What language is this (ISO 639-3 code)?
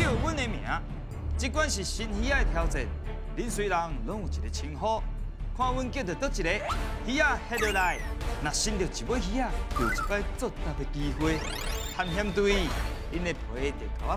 nan